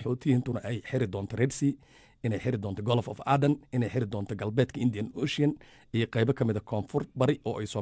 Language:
Somali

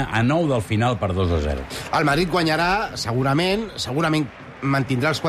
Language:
Catalan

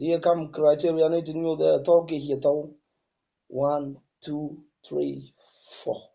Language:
Nuer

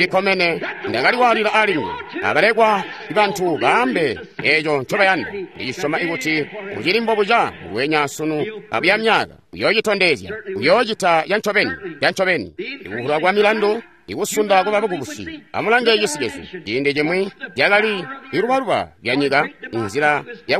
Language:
Tonga (Zambia)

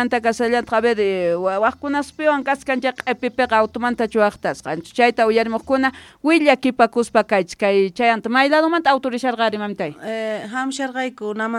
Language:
South Bolivian Quechua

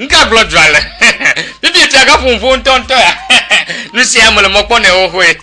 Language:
Ewe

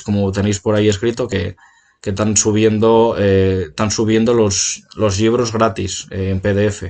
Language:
Asturian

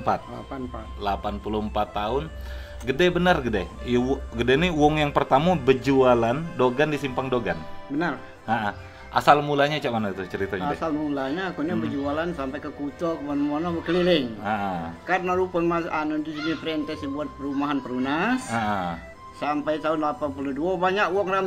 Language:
Musi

